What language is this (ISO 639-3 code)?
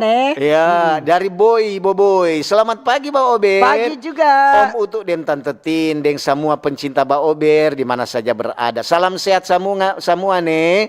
xmm